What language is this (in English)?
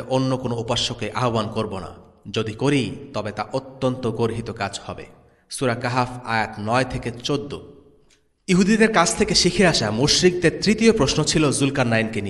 Bangla